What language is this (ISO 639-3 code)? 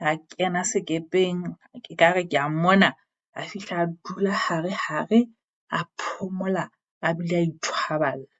sot